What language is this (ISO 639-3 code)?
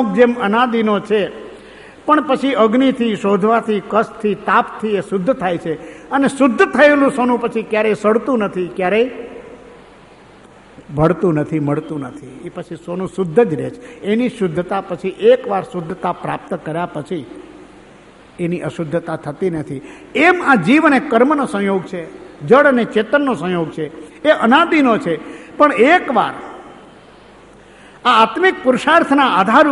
guj